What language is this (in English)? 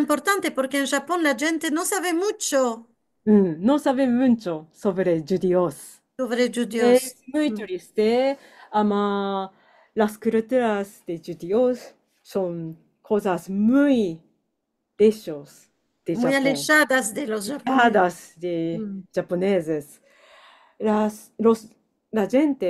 Ladino